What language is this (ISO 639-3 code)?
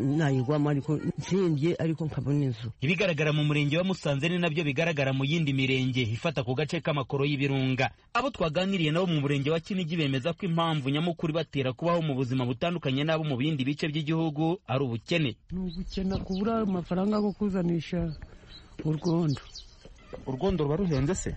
kin